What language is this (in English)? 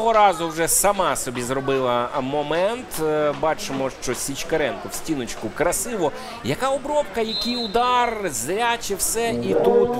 Ukrainian